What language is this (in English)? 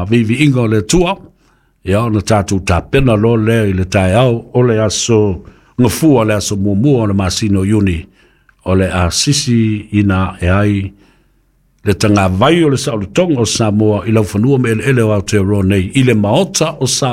Samoan